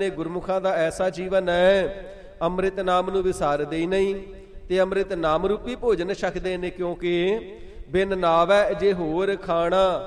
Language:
Punjabi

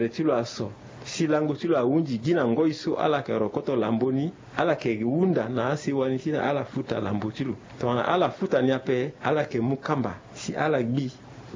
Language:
Sango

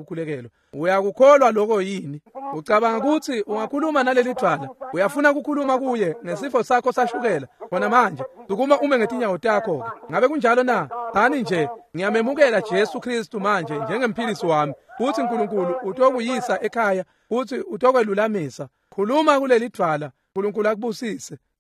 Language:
Swati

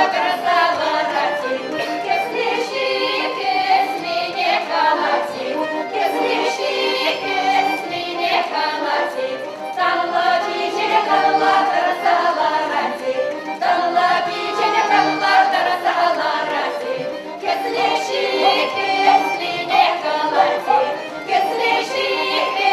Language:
Chuvash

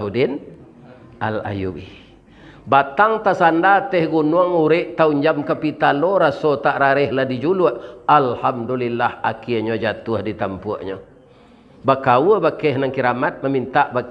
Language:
Minangkabau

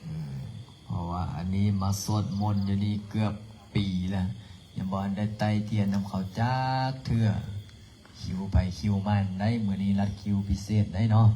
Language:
Lao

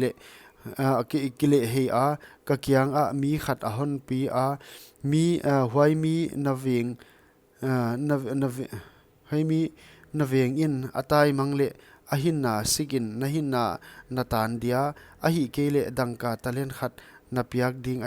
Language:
Paite Chin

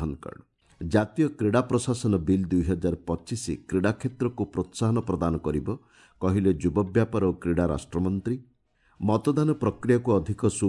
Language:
Odia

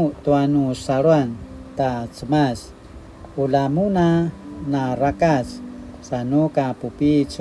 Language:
Paiwan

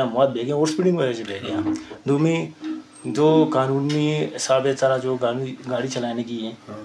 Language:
Eastern Balochi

